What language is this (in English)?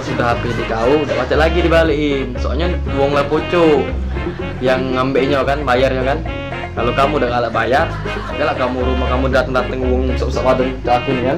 Musi